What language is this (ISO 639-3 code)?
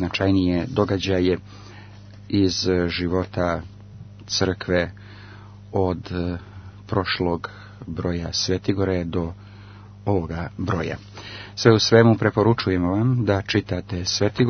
srp